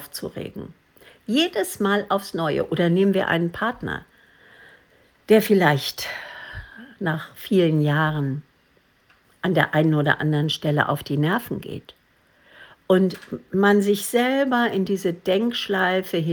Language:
German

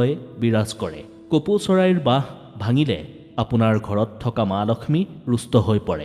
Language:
Assamese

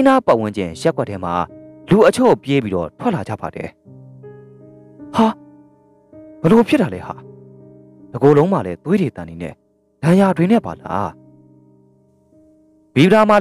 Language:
Burmese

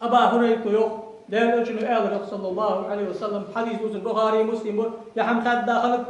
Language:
Ingush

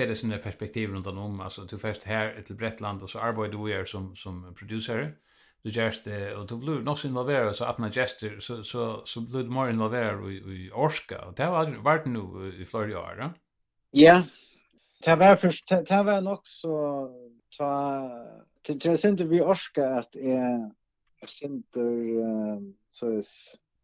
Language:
Faroese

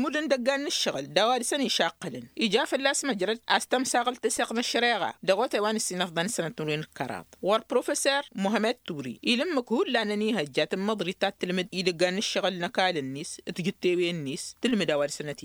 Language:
Tamasheq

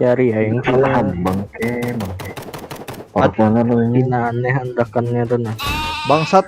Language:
Banjar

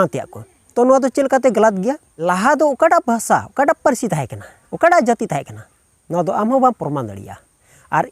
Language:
Santali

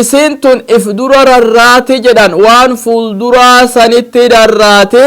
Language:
Oromo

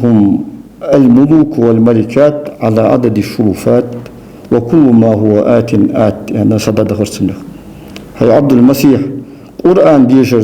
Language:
Ingush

